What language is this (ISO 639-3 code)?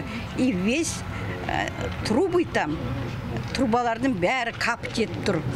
kaz